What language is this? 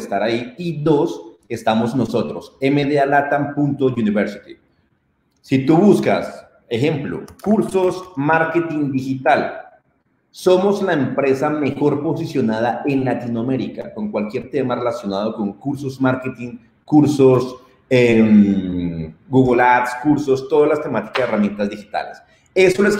Spanish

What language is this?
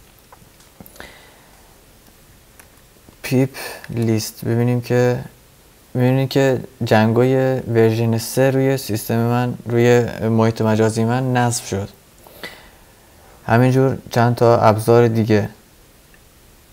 Persian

